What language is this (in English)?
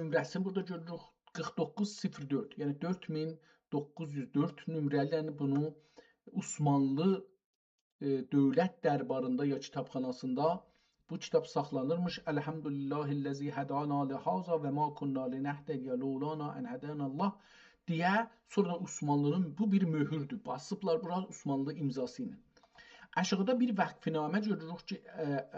South Azerbaijani